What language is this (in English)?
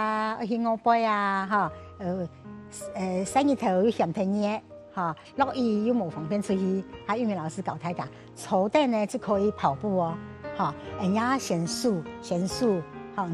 Hakka Chinese